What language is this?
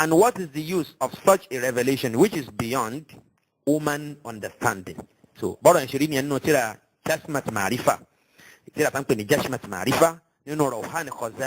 Yoruba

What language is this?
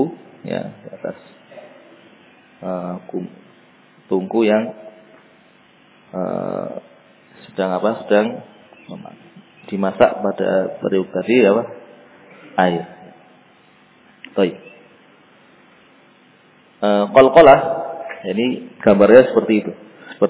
Indonesian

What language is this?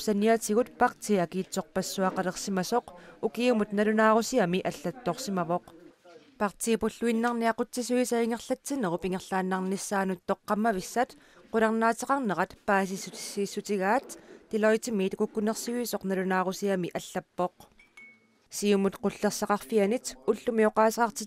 Kalaallisut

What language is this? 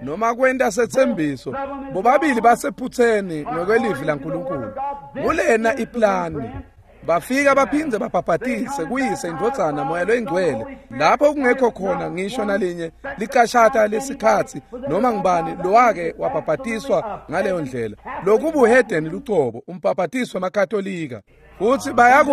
Swati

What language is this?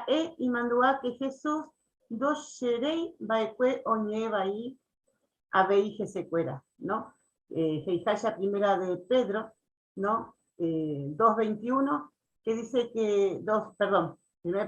Guarani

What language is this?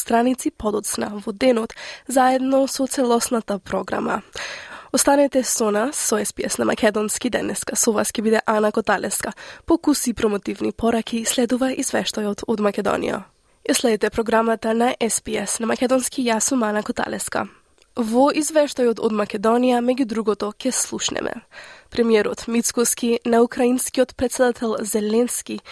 Macedonian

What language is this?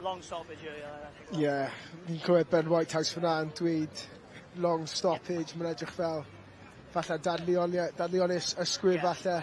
Welsh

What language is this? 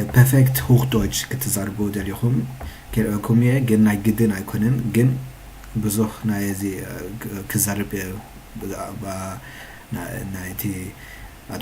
Tigrinya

